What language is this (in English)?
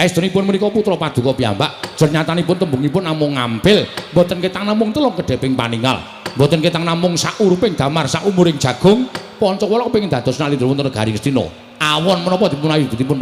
Javanese